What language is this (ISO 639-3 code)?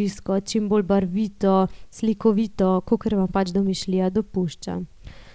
slv